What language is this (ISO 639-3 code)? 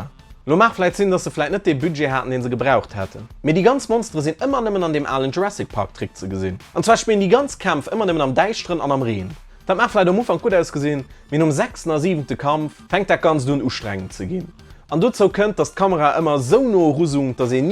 ltz